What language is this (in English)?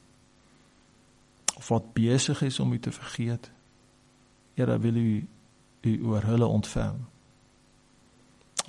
Afrikaans